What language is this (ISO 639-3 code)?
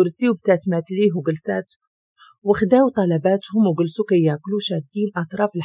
ary